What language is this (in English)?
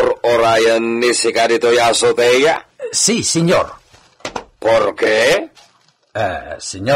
Iloko